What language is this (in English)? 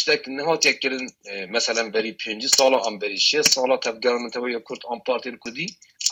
Kurdish